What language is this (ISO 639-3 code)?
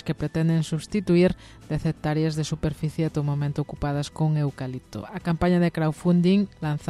glg